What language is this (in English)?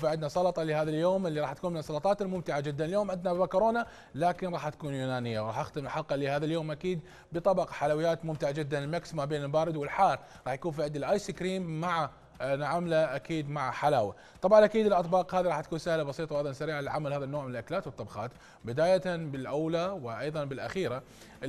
Mesopotamian Arabic